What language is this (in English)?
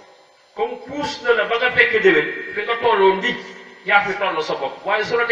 Wolof